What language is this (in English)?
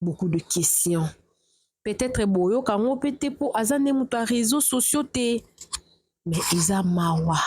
Lingala